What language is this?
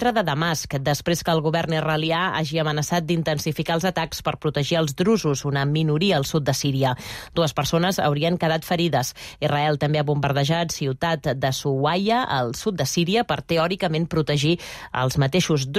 Catalan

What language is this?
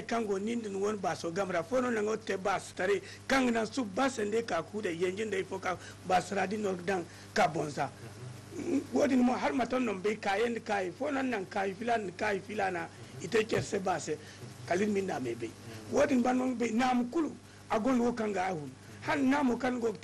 Zarma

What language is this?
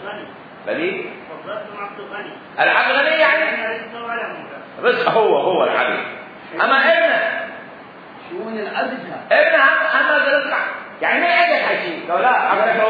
Mesopotamian Arabic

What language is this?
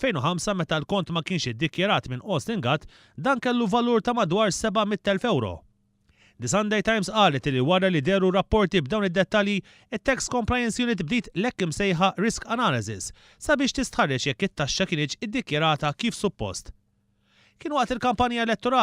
Maltese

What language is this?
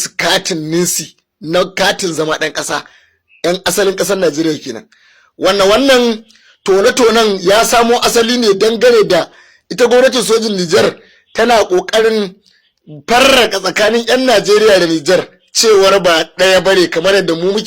Hausa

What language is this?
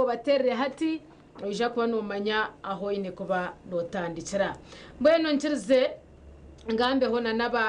Nyankole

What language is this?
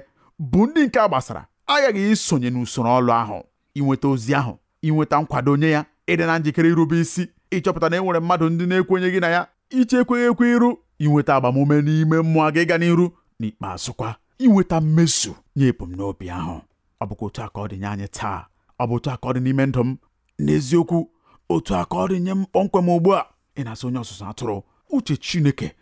Igbo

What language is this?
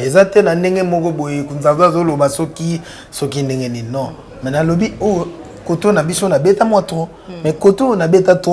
Lingala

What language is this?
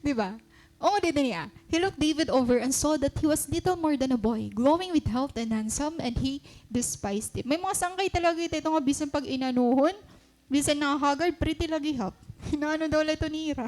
Waray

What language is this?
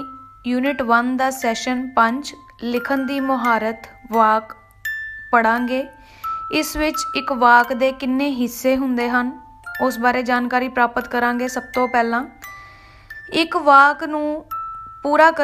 Punjabi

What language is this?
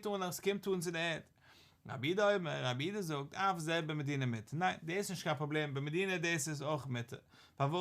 Yiddish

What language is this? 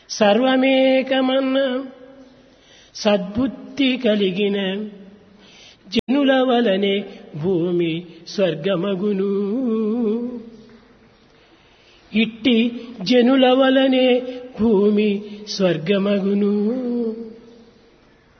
Telugu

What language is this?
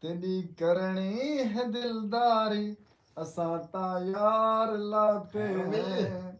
Saraiki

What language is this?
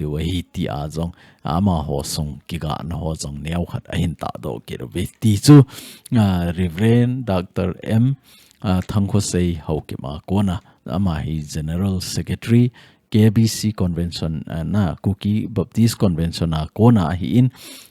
Thado Chin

